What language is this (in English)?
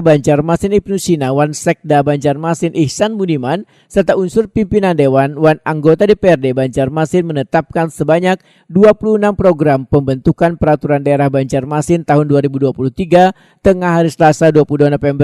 Banjar